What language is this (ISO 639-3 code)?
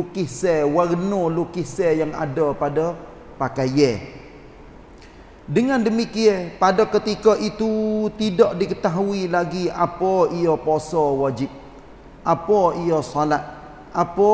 msa